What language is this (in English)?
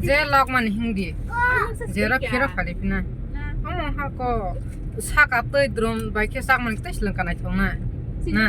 Kok Borok